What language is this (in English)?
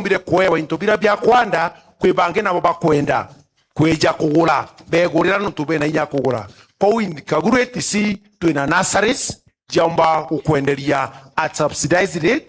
Meru